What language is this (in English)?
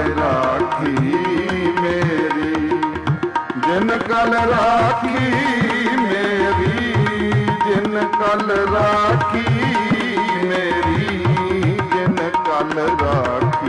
Punjabi